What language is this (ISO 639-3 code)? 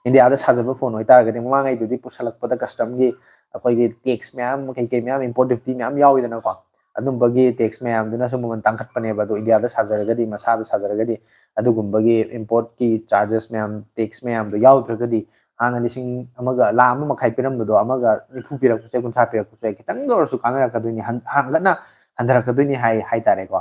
mni